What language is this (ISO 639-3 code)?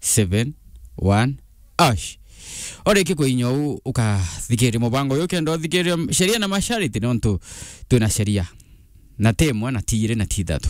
mer